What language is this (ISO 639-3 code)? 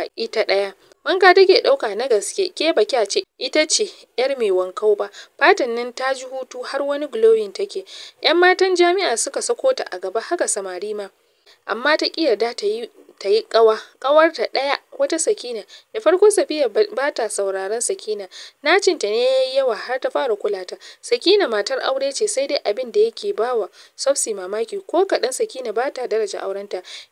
hau